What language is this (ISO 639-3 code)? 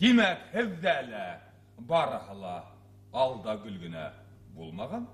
bak